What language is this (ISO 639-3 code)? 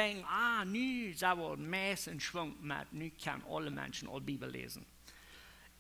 pdt